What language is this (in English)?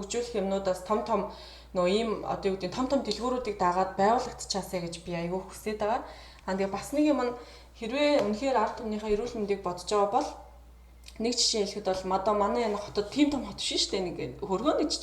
Mongolian